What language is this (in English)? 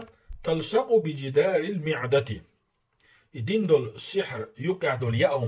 Chechen